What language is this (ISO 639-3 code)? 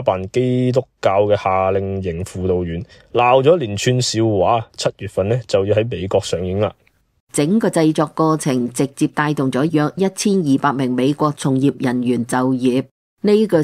yue